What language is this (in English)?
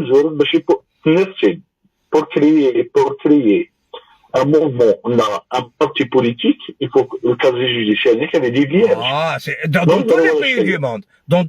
Algerian Arabic